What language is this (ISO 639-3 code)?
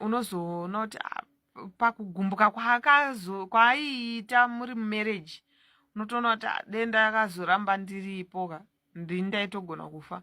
sna